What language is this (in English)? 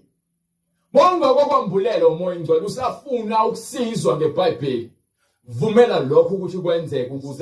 Zulu